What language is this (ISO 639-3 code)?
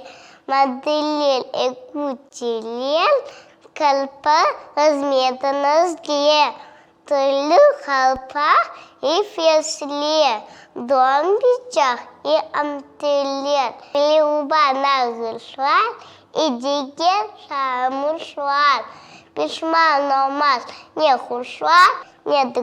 crh